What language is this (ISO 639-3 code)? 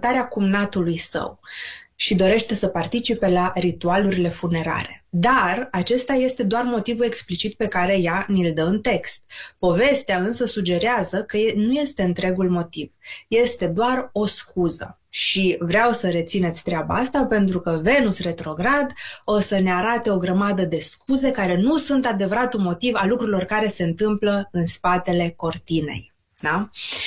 ron